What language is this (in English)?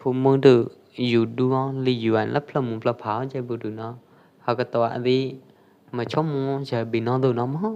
Pwo Eastern Karen